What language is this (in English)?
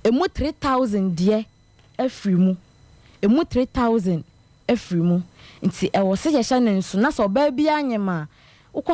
Akan